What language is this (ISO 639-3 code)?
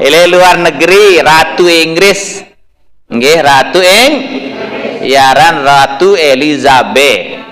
sas